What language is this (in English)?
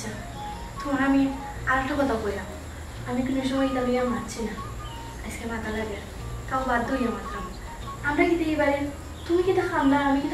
Sylheti